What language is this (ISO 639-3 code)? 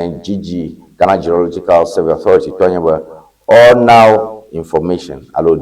ewe